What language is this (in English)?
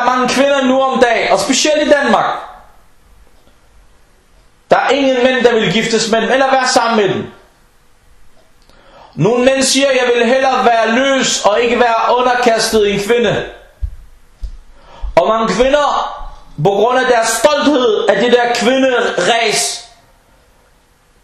Danish